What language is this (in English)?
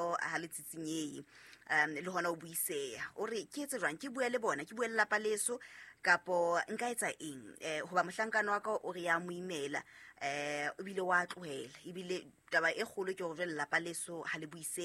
Southern Sotho